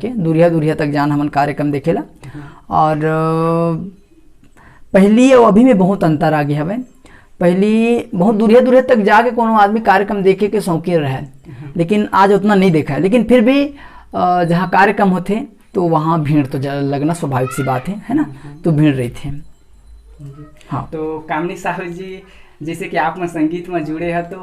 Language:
Chhattisgarhi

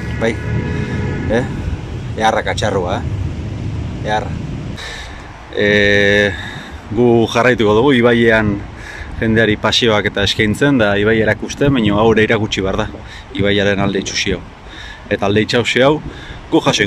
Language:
Basque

